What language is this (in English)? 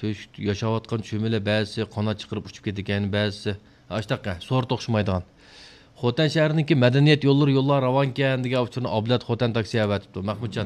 Uyghur